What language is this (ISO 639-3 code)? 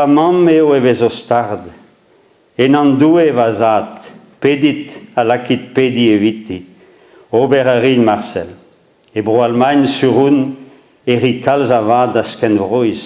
bre